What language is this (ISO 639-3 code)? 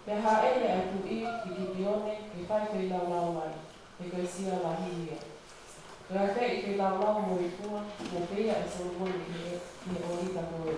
ton